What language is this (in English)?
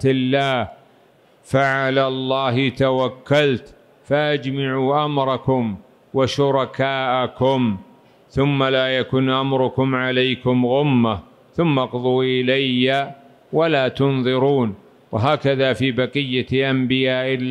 Arabic